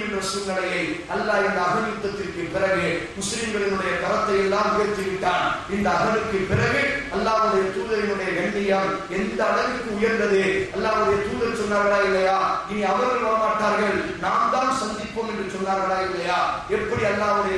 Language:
Tamil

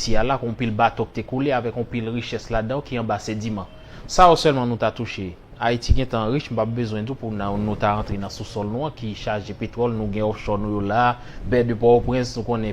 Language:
Haitian Creole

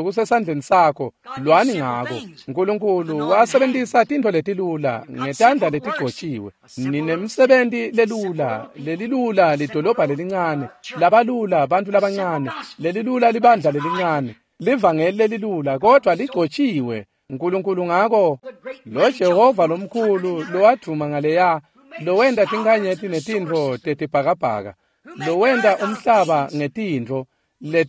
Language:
Swati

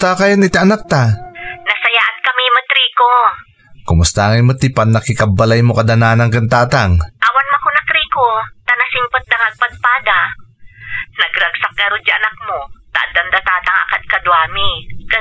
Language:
Iloko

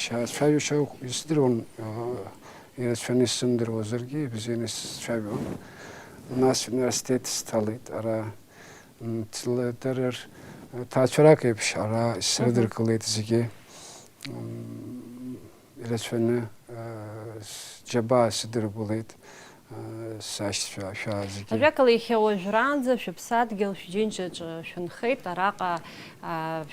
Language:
Abkhazian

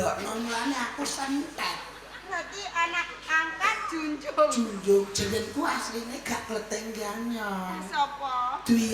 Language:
Javanese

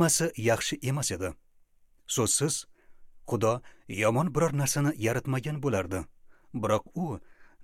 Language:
Uzbek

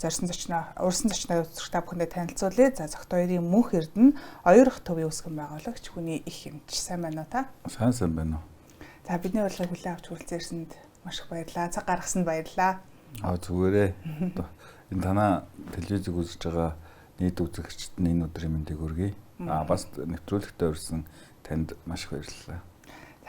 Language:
Mongolian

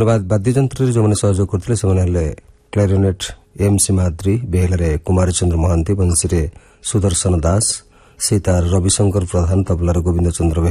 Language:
Odia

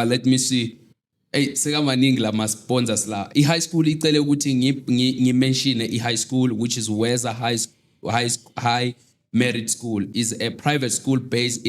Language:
Zulu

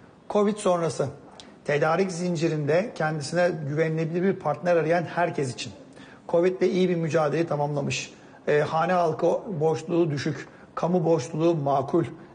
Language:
Turkish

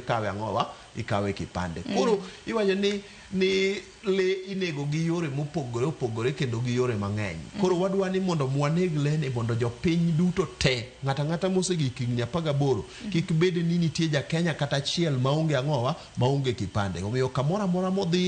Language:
Luo (Kenya and Tanzania)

